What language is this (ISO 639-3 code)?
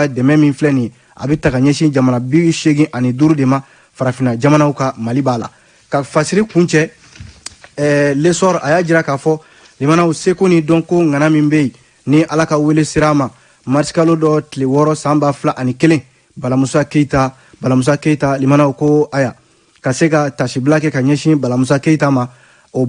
bam